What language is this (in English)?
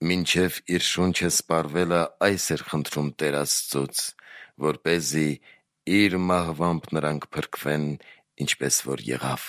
Armenian